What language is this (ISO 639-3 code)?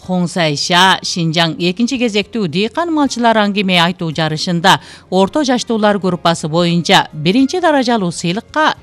kir